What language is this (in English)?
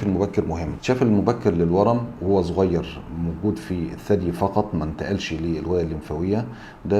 Egyptian Arabic